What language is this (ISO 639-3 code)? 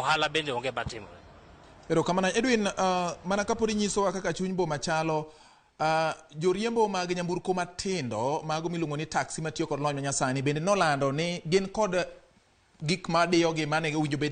luo